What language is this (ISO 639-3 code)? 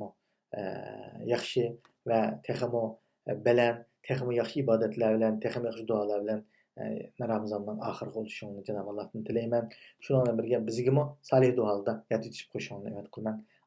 uig